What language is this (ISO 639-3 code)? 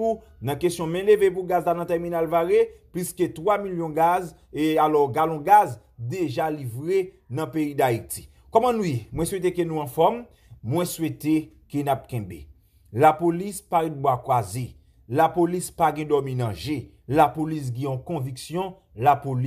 hat